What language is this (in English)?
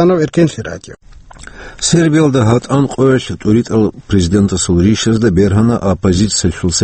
Avaric